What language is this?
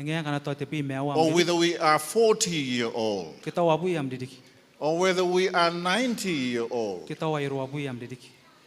Gilbertese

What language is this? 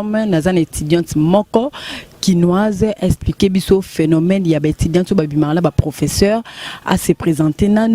Lingala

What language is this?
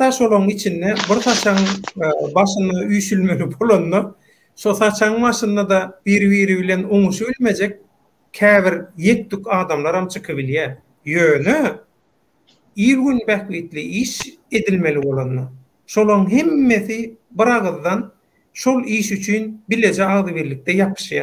Turkmen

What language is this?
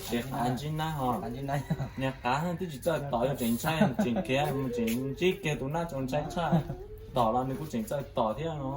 Hmong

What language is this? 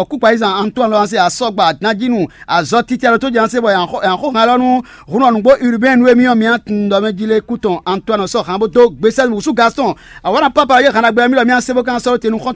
Fon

